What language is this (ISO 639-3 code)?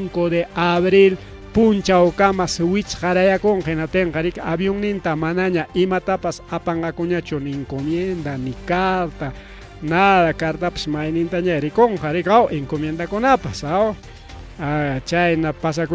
quy